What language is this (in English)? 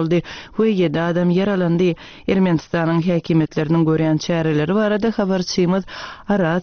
Turkmen